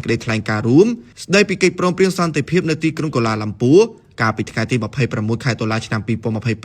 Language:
Khmer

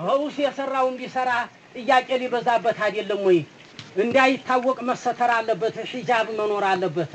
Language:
Amharic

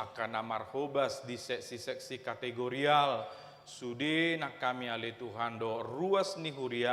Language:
Batak Toba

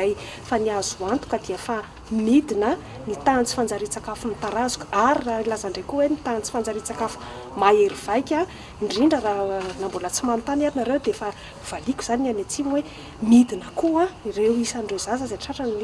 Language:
Malagasy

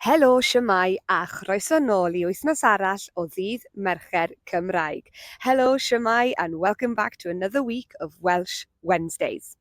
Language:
Welsh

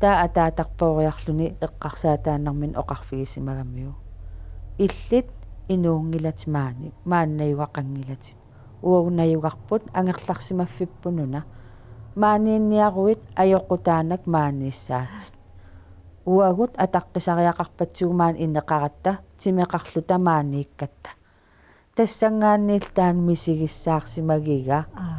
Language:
Kalaallisut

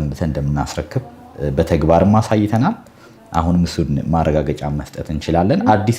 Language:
Amharic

